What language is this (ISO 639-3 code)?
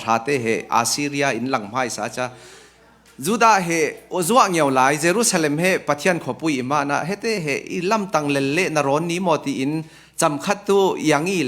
cfm